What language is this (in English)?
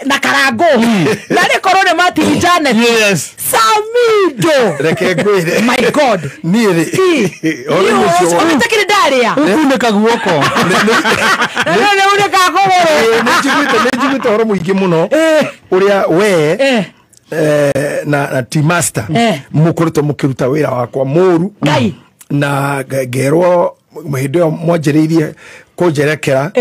Kikuyu